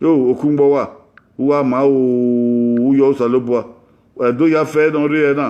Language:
Bini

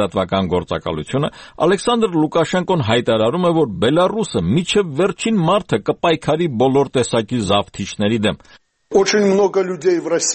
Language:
Armenian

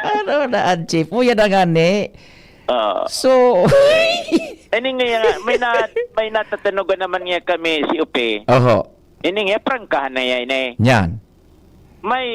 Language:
Bikol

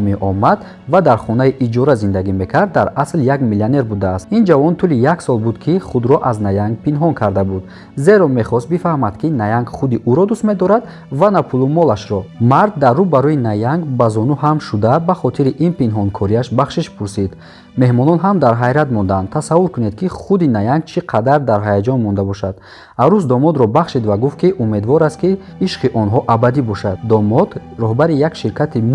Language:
Tajik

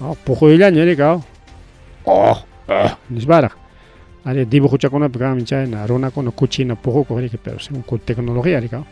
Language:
Ayacucho Quechua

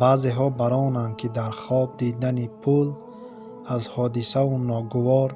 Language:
Tajik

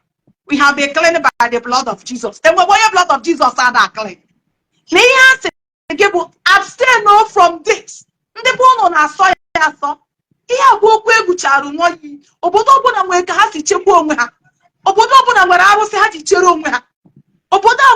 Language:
Igbo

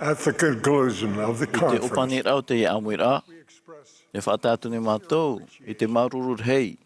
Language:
Tahitian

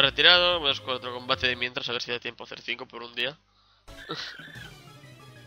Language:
Spanish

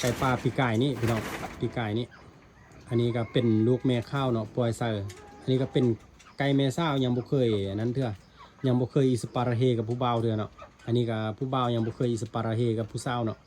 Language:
Lao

